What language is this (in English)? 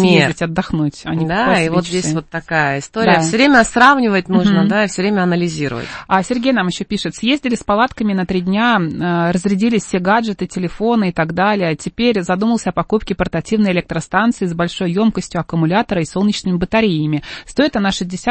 Russian